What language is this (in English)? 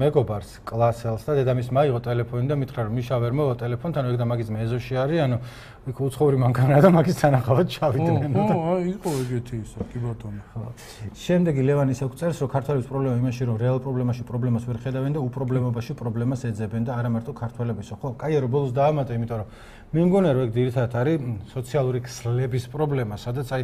Georgian